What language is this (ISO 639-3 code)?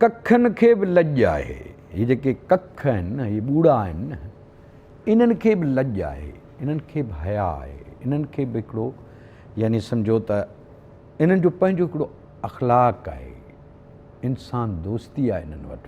snd